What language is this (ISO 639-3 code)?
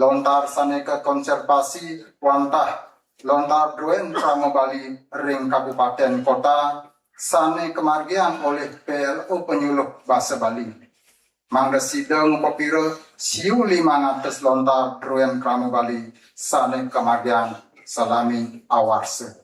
ban